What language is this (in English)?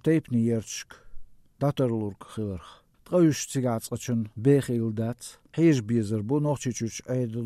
Chechen